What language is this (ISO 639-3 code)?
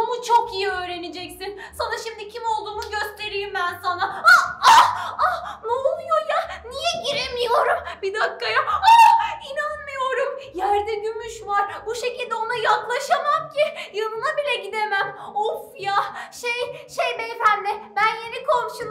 tur